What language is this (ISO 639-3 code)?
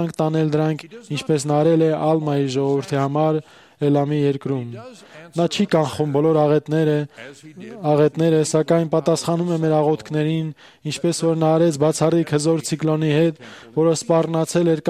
hye